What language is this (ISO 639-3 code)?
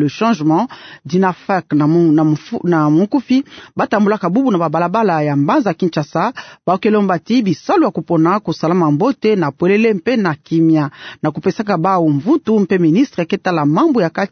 ktu